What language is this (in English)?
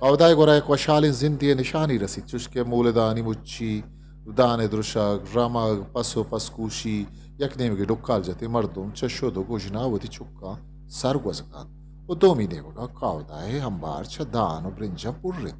Eastern Balochi